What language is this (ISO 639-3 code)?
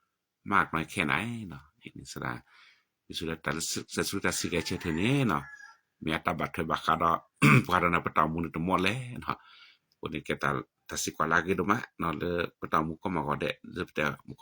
ksw